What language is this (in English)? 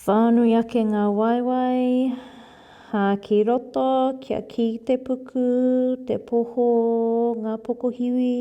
Māori